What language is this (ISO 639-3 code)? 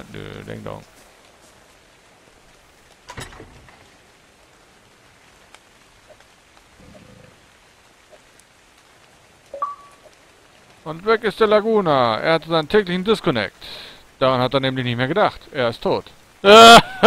deu